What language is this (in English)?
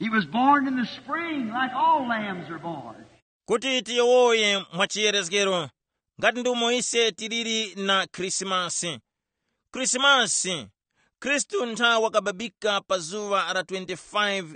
Tumbuka